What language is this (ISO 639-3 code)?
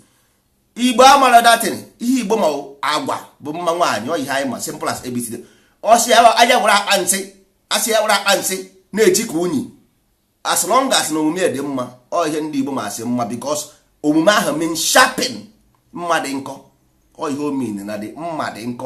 ibo